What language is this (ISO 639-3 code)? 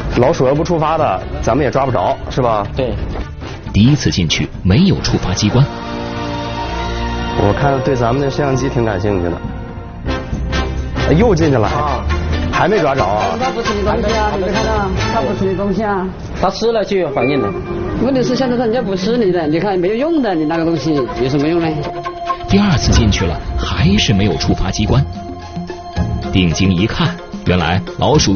zho